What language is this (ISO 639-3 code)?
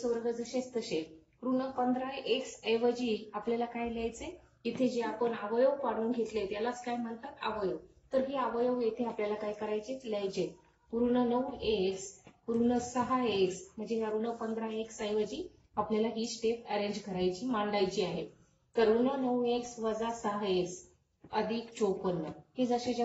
mar